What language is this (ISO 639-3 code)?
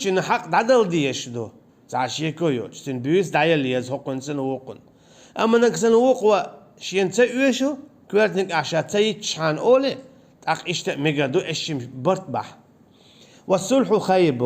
che